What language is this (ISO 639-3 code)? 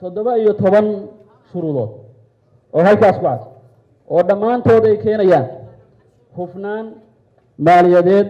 som